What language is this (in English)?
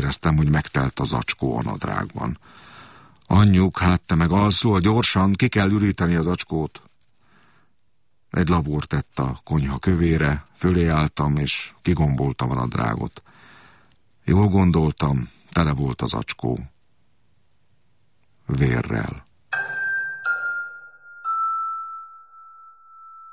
Hungarian